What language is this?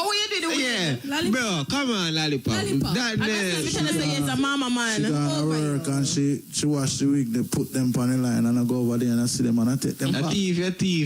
Jamaican Creole English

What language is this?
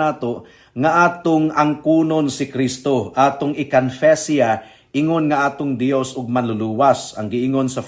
Cebuano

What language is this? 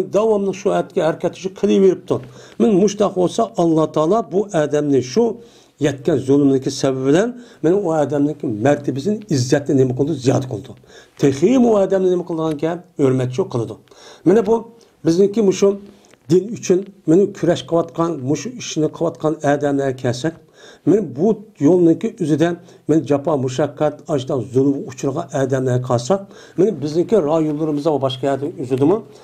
Uyghur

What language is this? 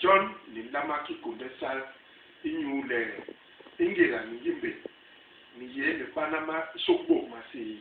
Basaa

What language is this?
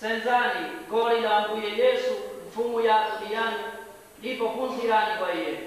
Nyanja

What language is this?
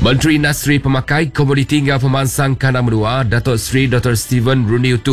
Iban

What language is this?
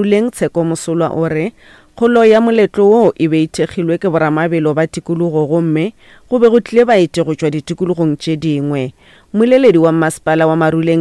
Northern Sotho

